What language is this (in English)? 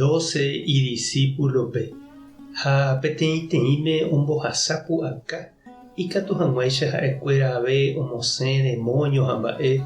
Guarani